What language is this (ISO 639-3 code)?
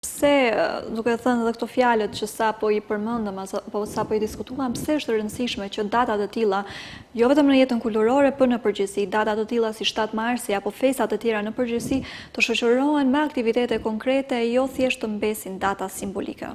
sqi